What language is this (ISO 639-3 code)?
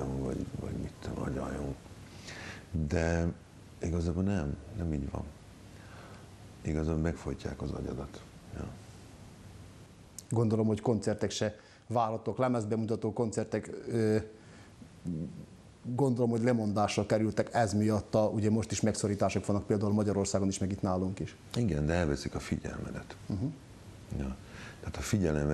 hun